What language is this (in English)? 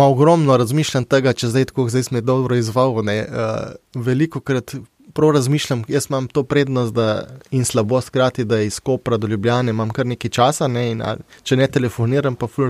Slovenian